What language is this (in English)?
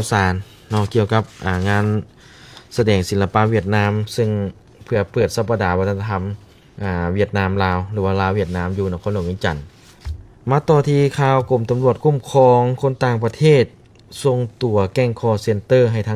Lao